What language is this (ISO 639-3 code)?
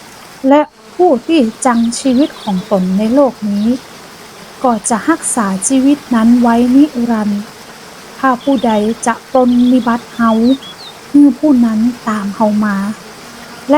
nod